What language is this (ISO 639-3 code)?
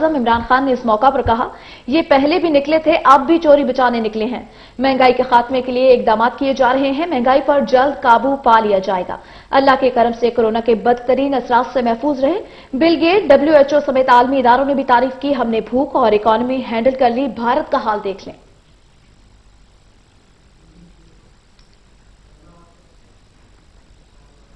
urd